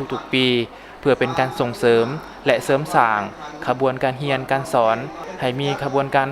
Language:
Lao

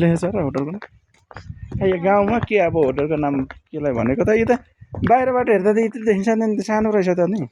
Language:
Nepali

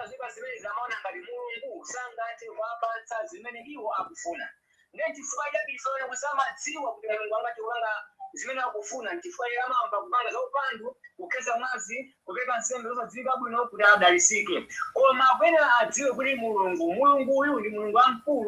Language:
Nyanja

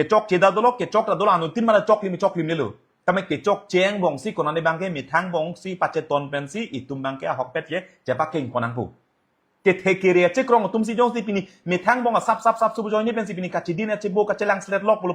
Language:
Karbi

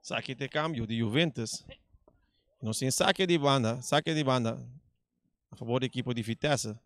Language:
Papiamento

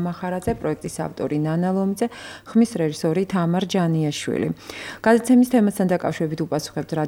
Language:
Georgian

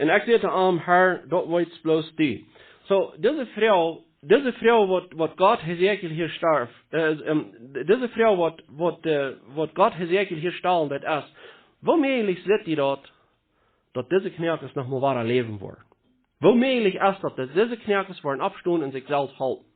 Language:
Plautdietsch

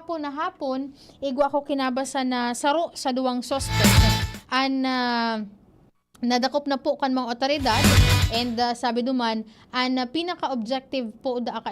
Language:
Bikol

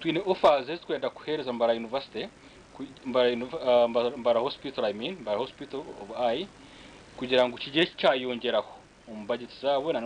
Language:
Nyankole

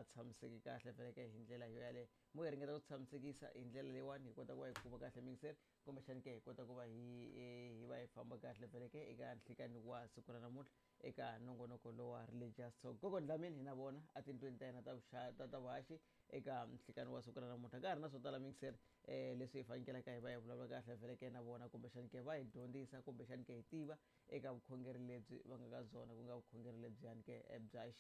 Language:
Tsonga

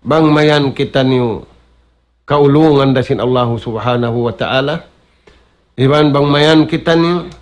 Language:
Tausug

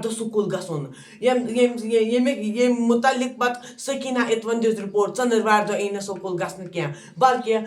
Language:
Kashmiri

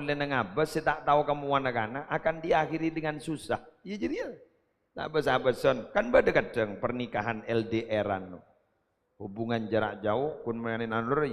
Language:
Madurese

